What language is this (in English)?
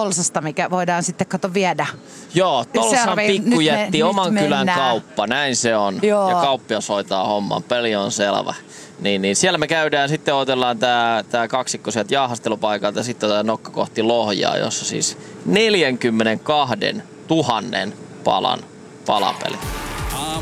Finnish